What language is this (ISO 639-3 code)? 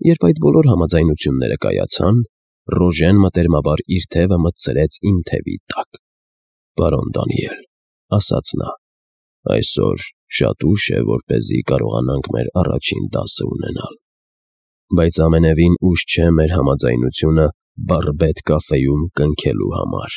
hye